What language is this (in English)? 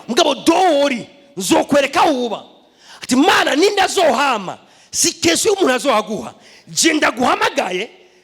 Rundi